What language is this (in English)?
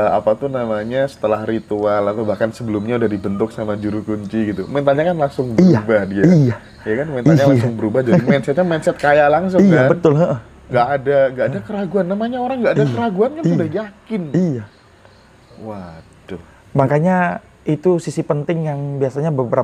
Indonesian